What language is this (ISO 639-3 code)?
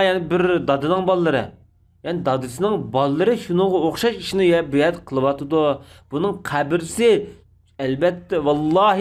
uig